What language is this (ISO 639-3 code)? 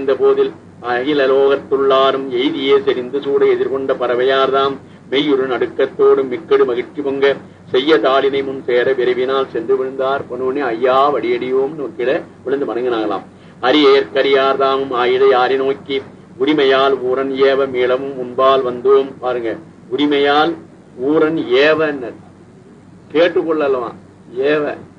tam